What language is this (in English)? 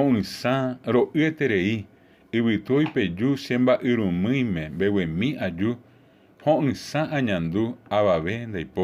Guarani